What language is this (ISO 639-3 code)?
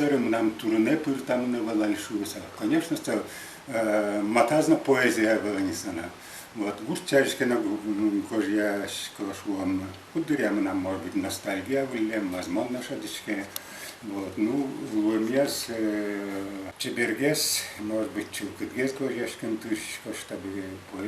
udm